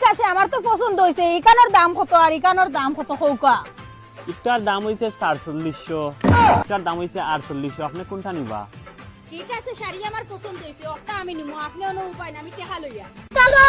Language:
Sylheti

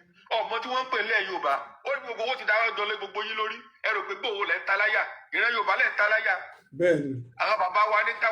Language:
Yoruba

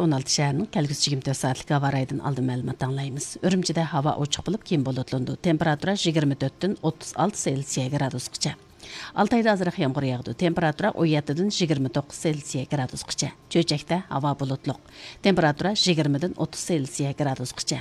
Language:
Uyghur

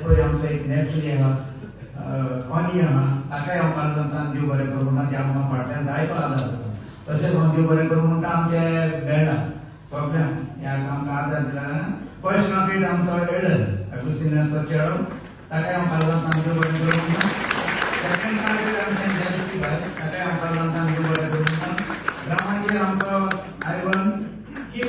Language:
Konkani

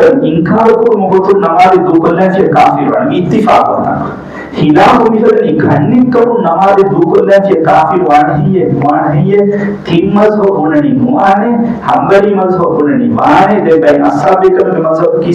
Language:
Divehi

